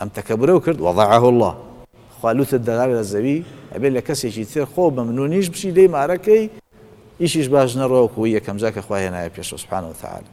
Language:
Central Kurdish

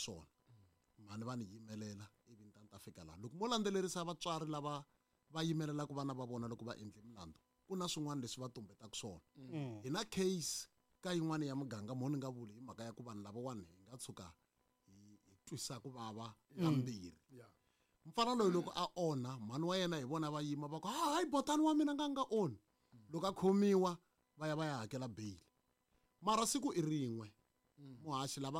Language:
Tsonga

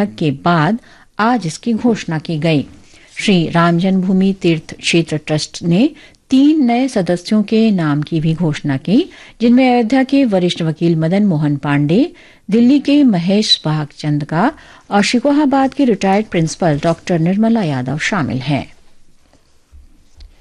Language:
Hindi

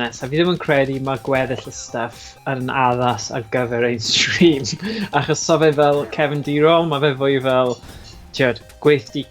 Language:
Welsh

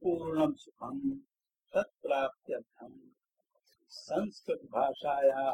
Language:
Sanskrit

